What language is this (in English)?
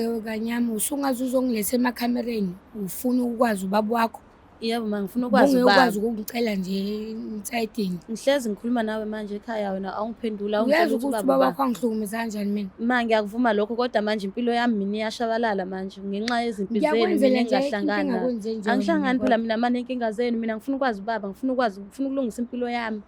Zulu